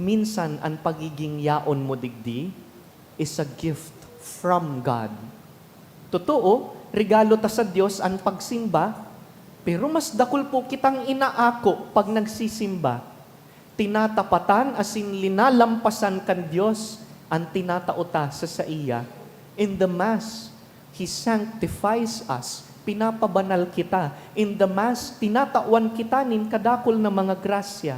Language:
Bikol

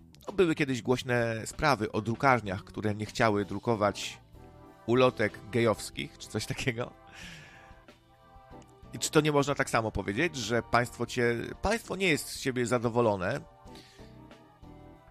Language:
Polish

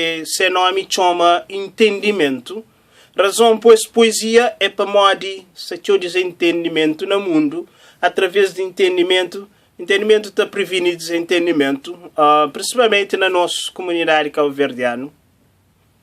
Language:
Kabuverdianu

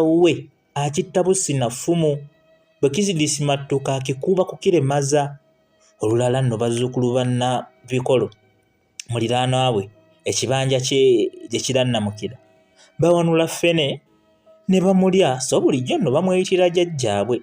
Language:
Ganda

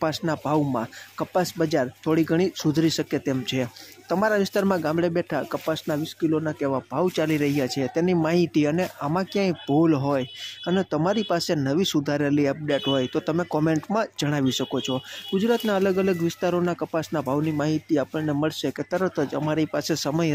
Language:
Gujarati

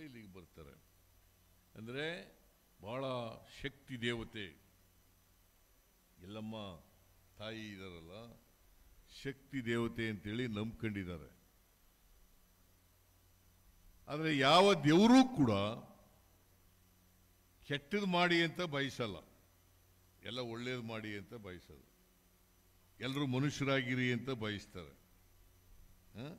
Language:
Kannada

